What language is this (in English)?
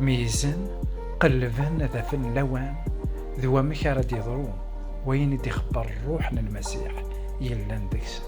Kabyle